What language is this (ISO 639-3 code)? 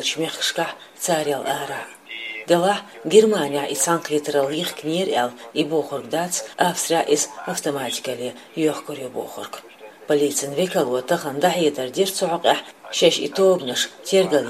che